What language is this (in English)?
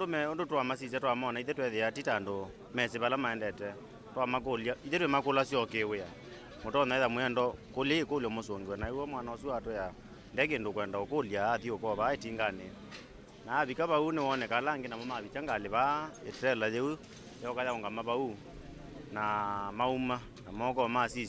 Kamba